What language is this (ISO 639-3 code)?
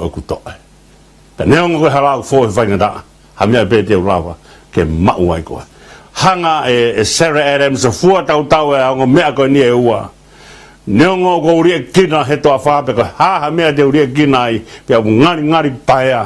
ton